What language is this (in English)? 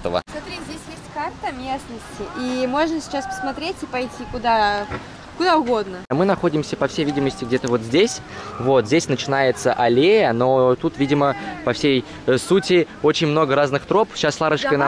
Russian